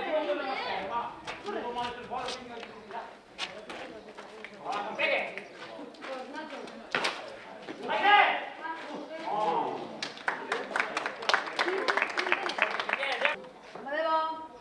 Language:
Catalan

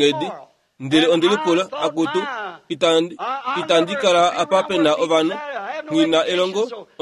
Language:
Kuanyama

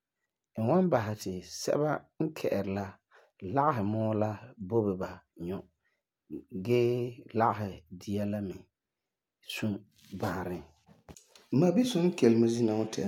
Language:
Frafra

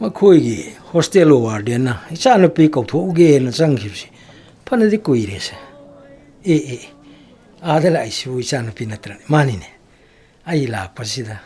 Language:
Manipuri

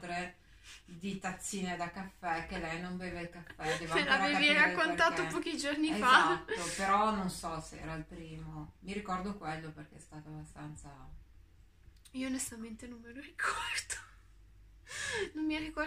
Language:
Italian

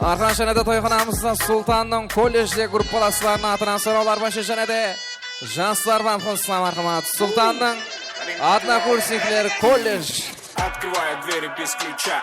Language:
Kara-Kalpak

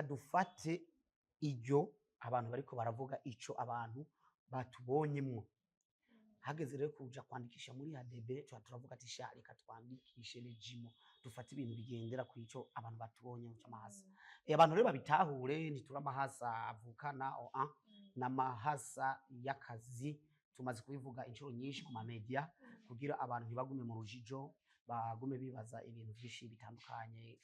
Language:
Rundi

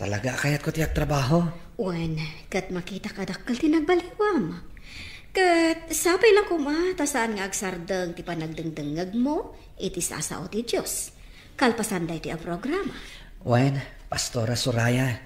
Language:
Iloko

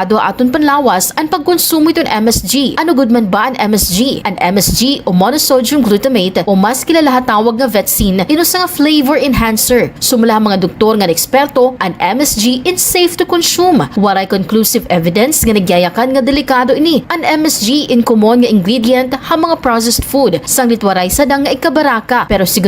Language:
Waray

